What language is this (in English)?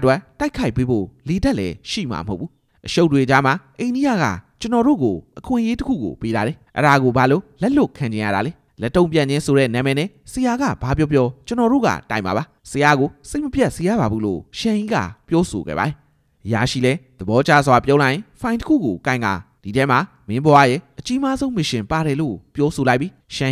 Burmese